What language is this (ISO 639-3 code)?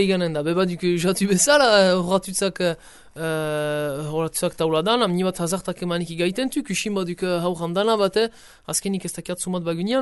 eus